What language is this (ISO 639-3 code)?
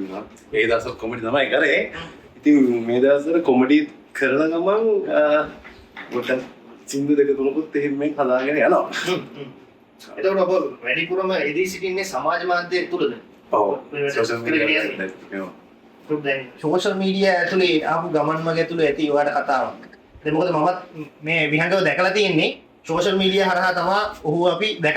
sin